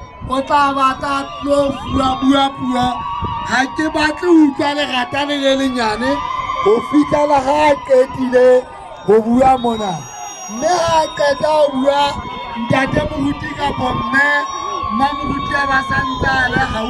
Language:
Southern Sotho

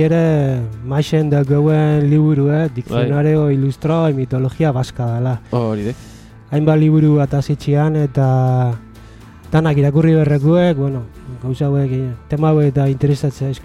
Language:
Basque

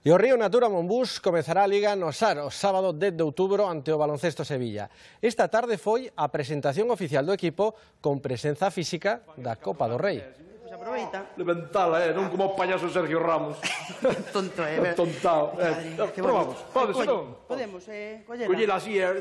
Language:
Galician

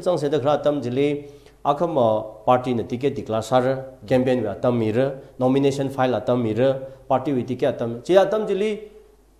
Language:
Tangkhul Naga (India)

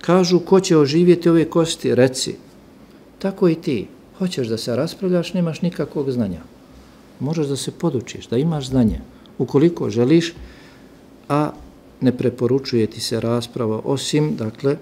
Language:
Bosnian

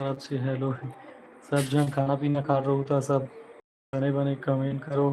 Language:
Chhattisgarhi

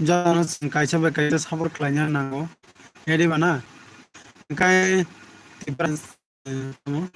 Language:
Kok Borok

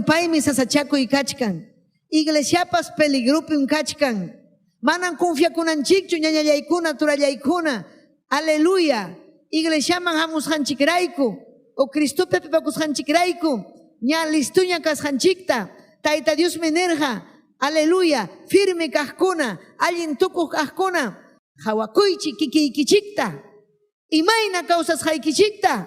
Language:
Ayacucho Quechua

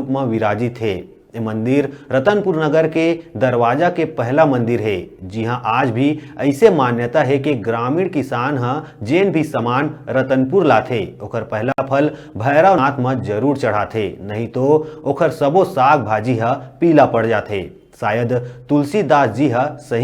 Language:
Chhattisgarhi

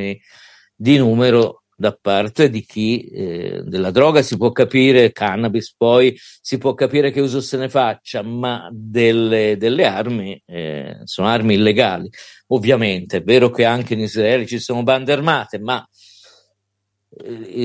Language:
Italian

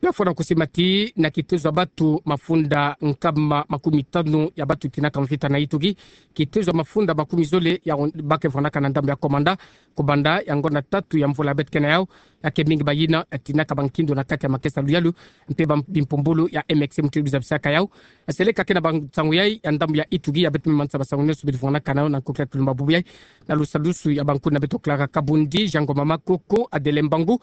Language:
Kituba (Democratic Republic of Congo)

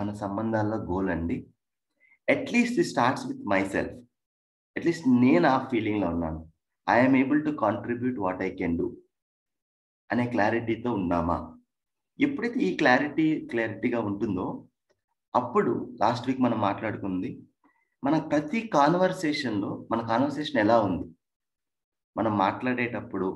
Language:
Telugu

